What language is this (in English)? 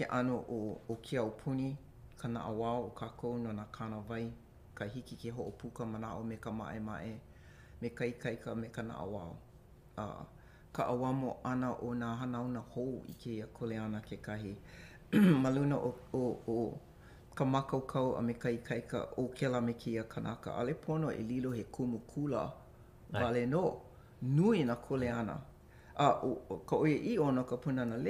Hawaiian